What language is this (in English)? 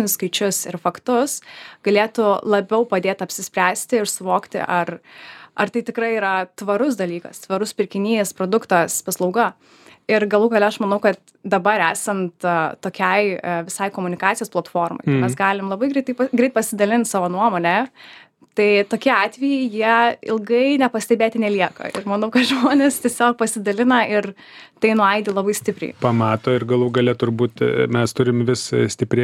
Lithuanian